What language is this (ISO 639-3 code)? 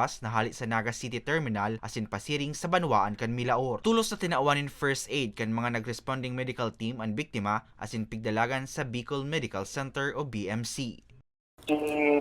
bik